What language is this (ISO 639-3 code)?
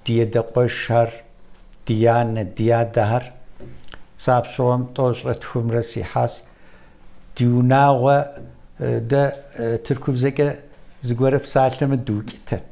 kbd